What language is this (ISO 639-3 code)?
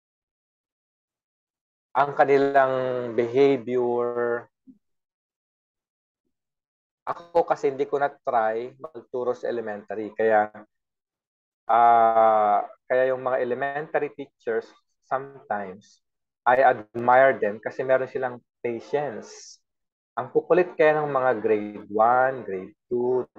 fil